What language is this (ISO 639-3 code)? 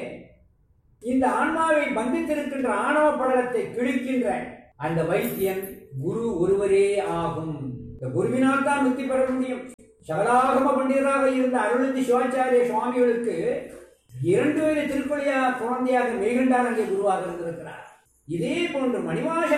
tam